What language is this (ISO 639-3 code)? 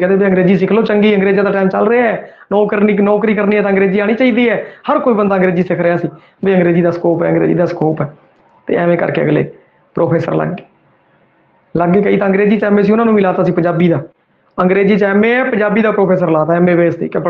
pan